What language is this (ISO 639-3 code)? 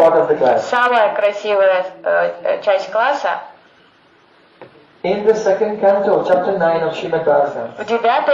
rus